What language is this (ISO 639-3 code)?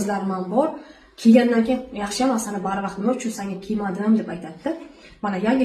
uzb